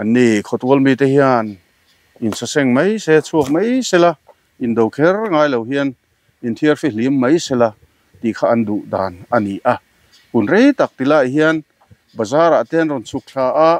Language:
Mizo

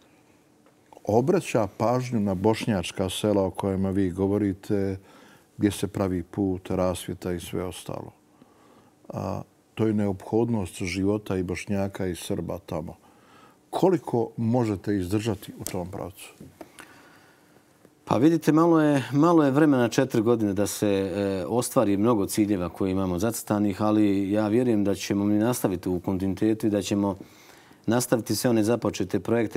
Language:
Bosnian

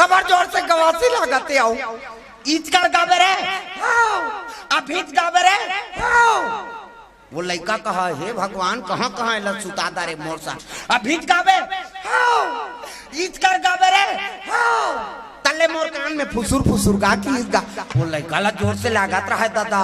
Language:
Chhattisgarhi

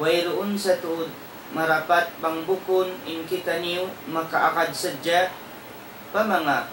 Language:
Tausug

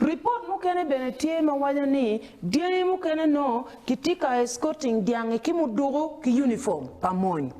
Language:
Acoli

